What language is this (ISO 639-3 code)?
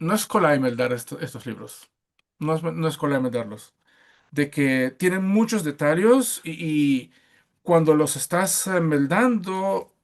lad